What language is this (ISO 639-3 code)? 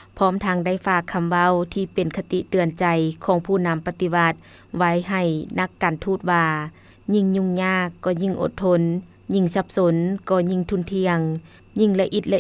lao